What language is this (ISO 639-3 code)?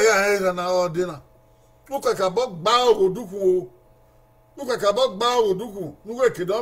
bin